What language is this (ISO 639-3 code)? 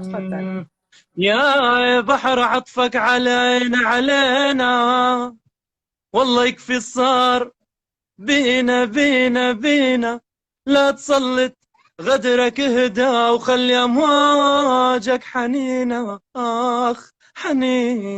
apc